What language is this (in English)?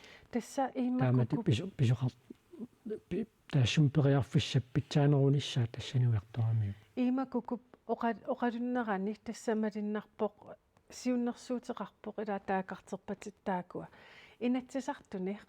Kalaallisut